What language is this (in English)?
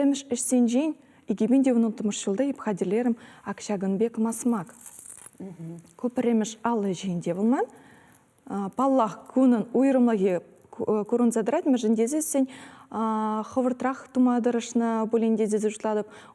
Chuvash